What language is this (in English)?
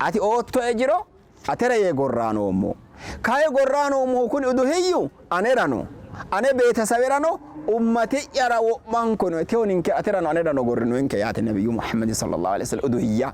Sidamo